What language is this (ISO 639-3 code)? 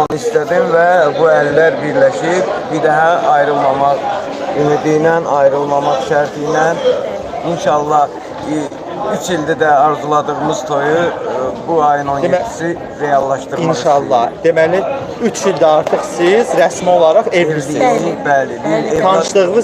aze